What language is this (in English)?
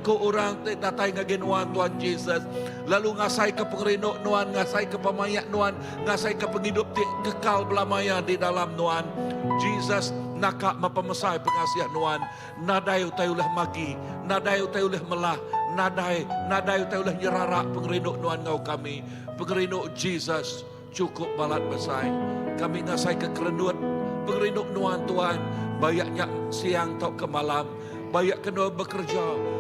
Iban